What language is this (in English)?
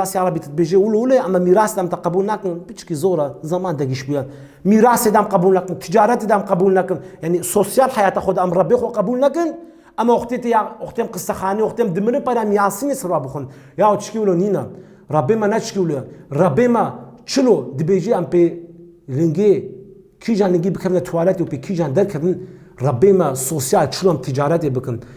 Kurdish